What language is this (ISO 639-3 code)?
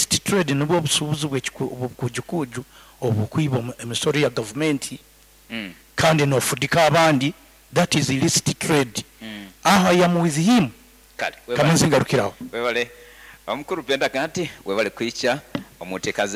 nyo